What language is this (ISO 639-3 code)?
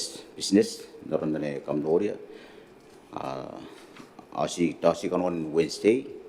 gil